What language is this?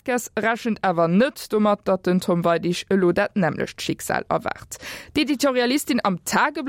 Luxembourgish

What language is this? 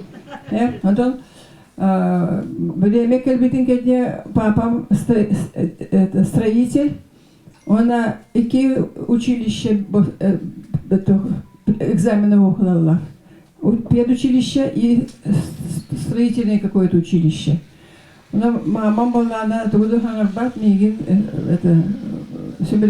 Yakut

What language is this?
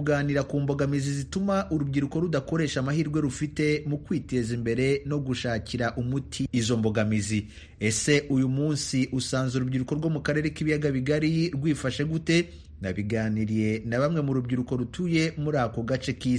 Kinyarwanda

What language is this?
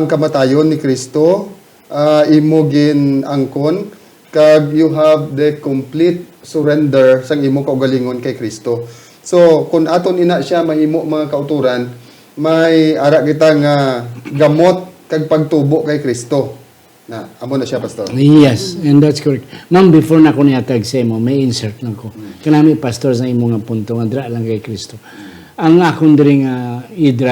Hiligaynon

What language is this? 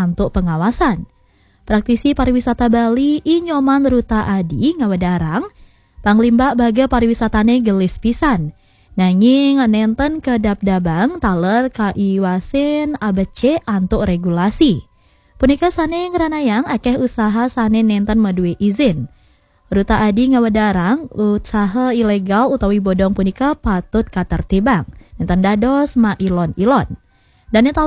Balinese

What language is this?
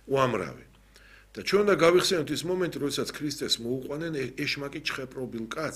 Georgian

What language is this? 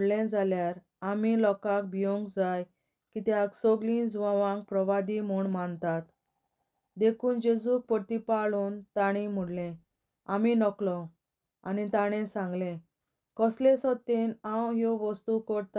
Konkani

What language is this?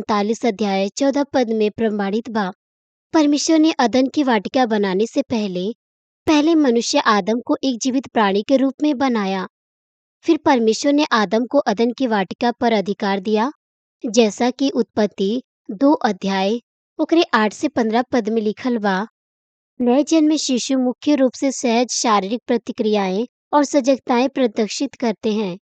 Bhojpuri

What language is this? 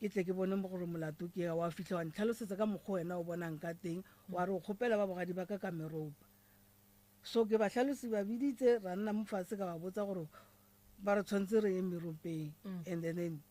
Northern Sotho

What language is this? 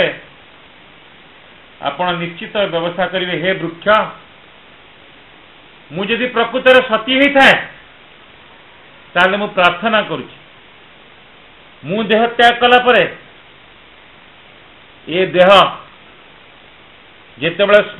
Odia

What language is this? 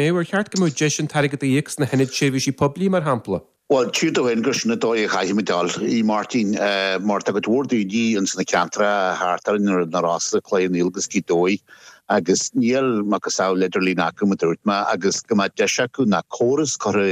Irish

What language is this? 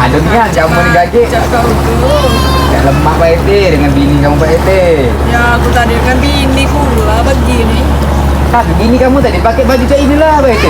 Musi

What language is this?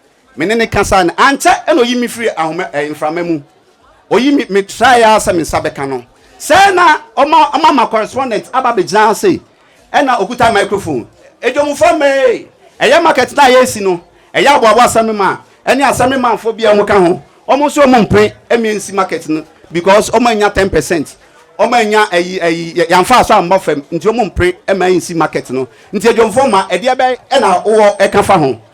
Akan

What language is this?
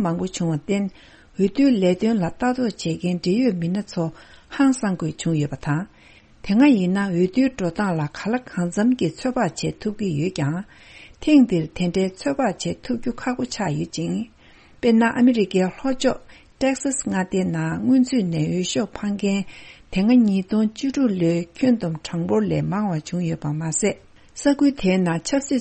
Tibetan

